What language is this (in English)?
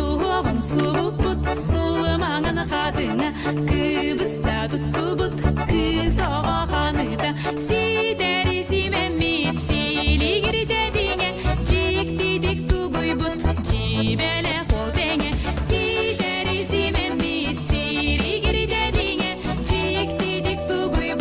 Yakut